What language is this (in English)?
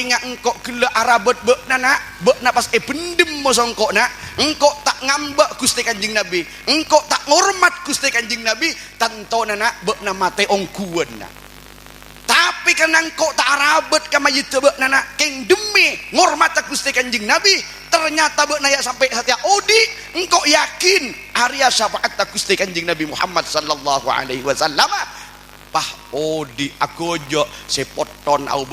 Madurese